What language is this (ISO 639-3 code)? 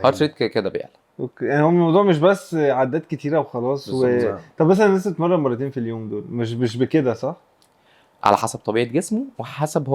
arz